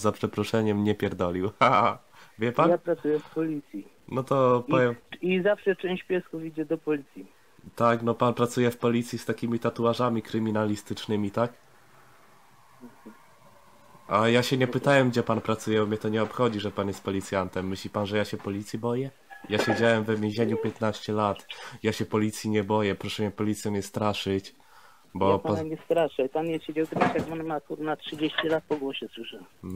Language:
Polish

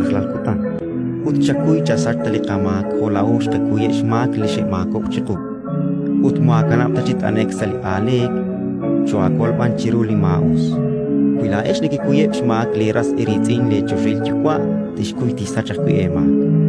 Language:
Kekchí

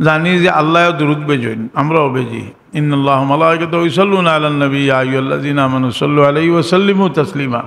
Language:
Sylheti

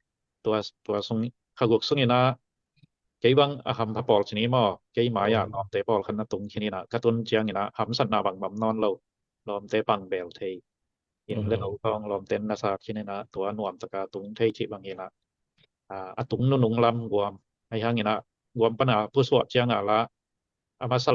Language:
Tedim Chin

